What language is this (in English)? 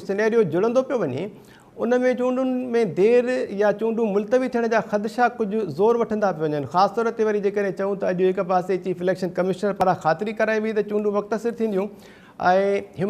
Sindhi